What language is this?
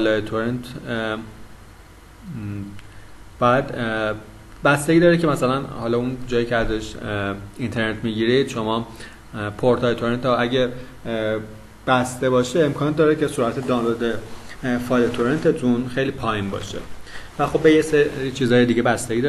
Persian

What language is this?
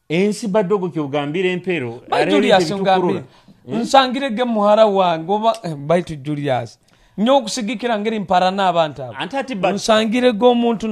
Nyoro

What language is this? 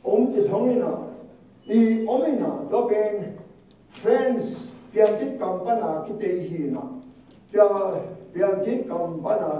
Tedim Chin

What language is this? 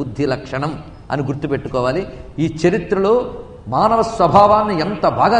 Telugu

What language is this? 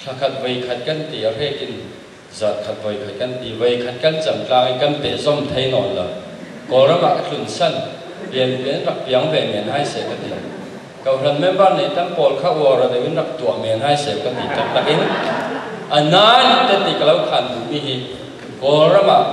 Falam Chin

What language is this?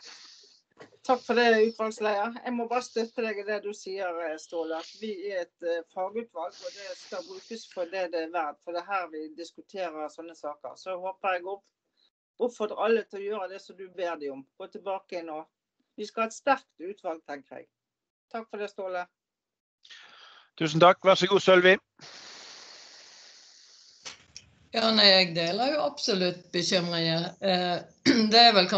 Norwegian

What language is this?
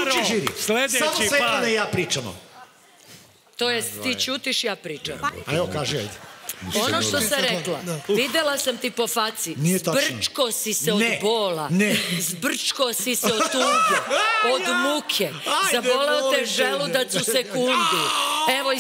Serbian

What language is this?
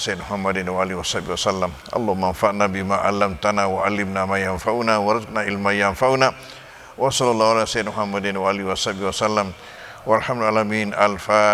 Buginese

